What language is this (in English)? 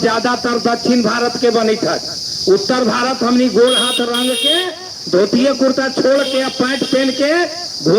Magahi